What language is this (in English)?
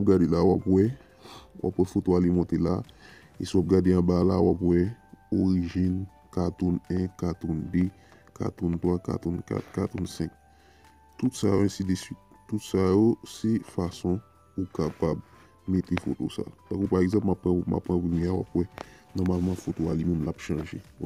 Haitian Creole